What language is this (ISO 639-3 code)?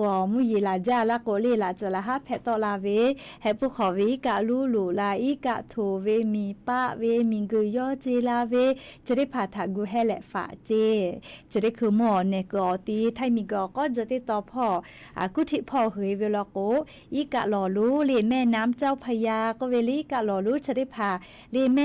lhu